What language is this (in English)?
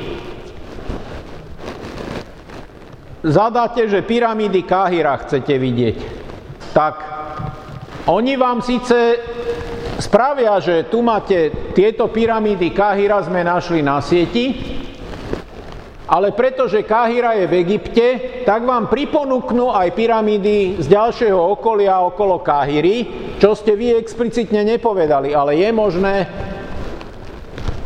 Slovak